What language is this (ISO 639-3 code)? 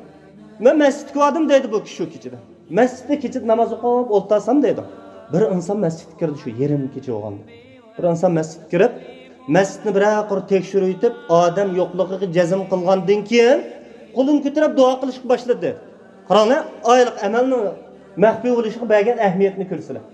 uig